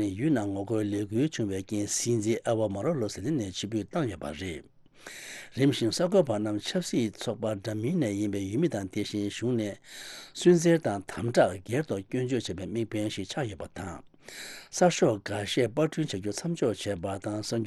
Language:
Tibetan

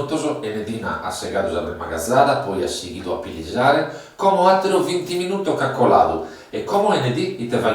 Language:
Sardinian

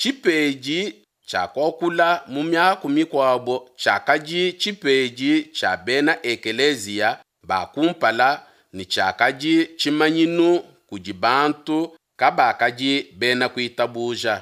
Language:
Luba-Lulua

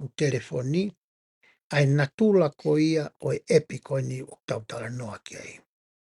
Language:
Tongan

